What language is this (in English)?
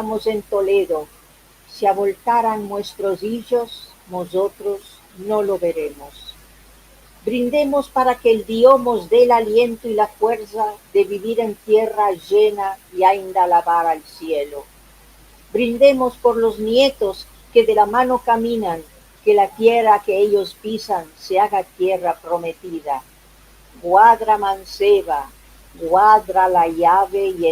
Ladino